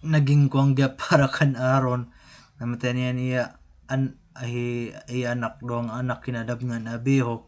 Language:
Waray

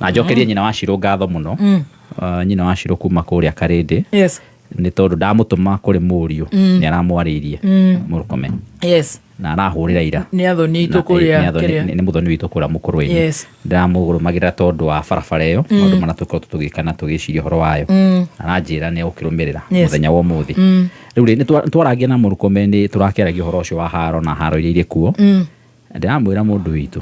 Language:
Kikuyu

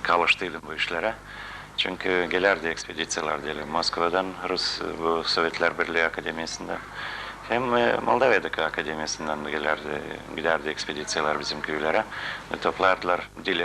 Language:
Gagauz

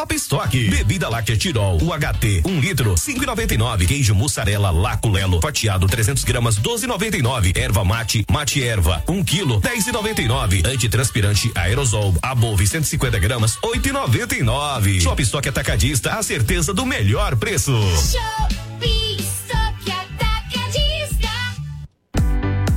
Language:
Portuguese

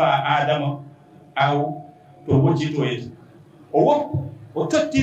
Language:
Fula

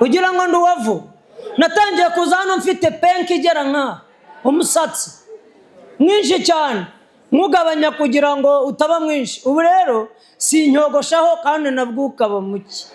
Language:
Kinyarwanda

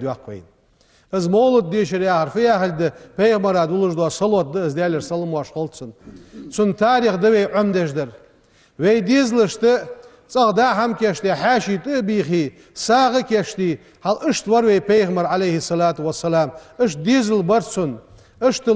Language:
Ingush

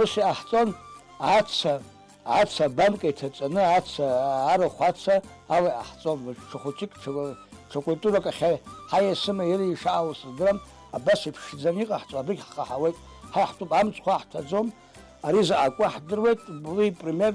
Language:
Abkhazian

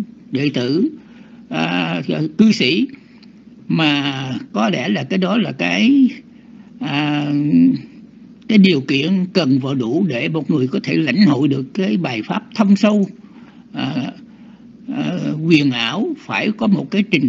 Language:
Vietnamese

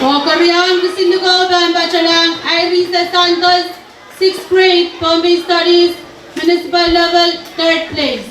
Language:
Pohnpeian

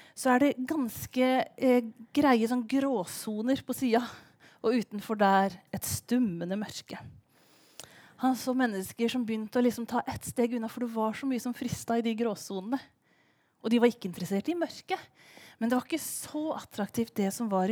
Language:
Norwegian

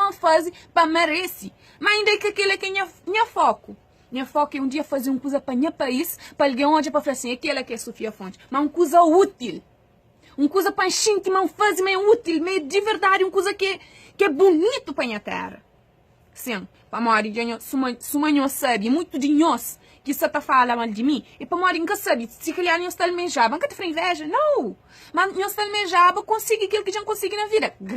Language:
Kabuverdianu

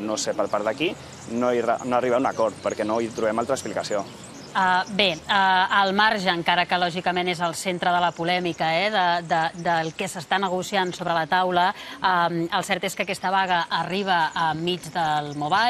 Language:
Catalan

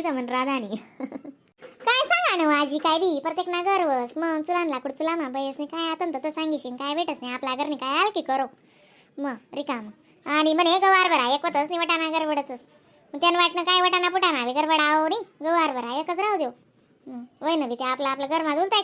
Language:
Khandesi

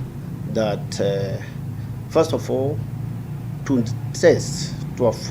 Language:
Meru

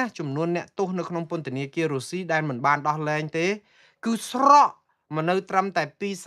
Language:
Khmer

